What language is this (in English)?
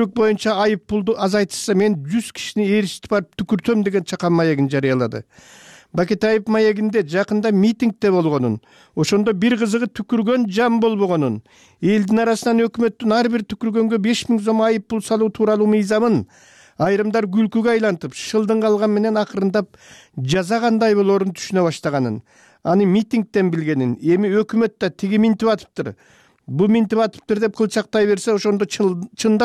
Kyrgyz